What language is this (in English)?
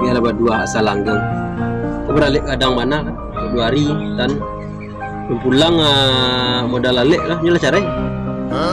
Minangkabau